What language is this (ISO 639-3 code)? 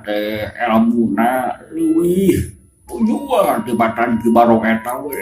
sun